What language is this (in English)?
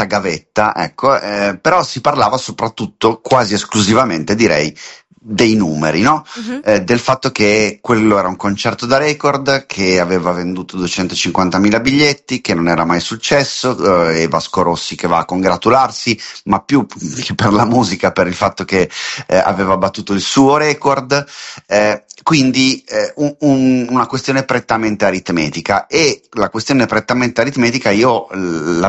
Italian